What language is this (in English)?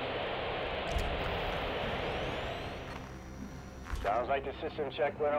English